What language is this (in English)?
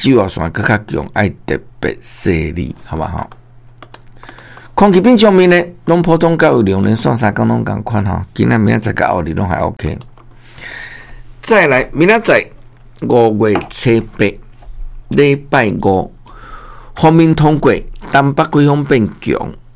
Min Nan Chinese